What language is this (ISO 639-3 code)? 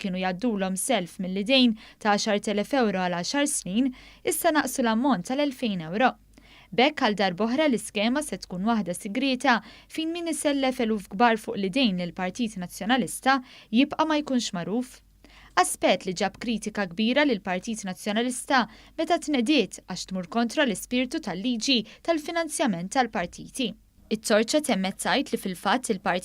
mlt